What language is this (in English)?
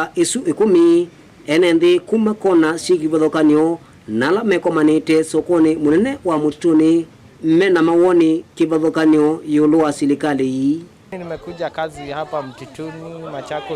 Kamba